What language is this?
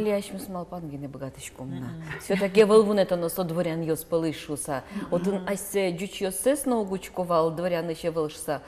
Udmurt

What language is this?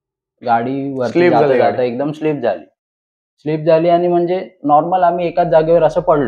Marathi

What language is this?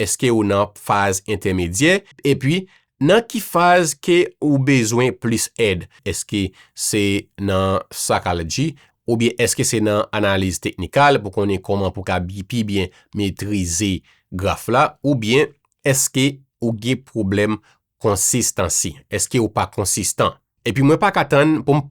Haitian Creole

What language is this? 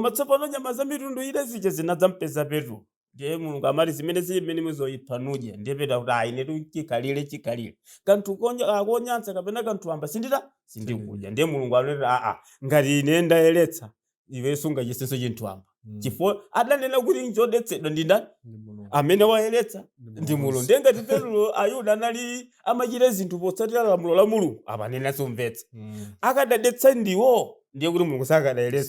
Nyanja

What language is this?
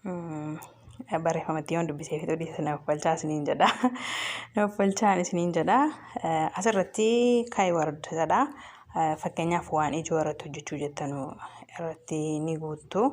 Oromo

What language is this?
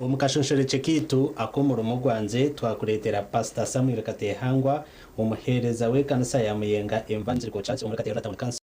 Nyankole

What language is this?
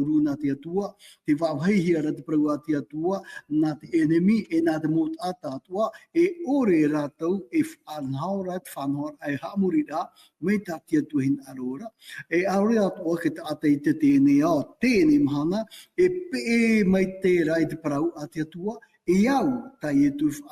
Tahitian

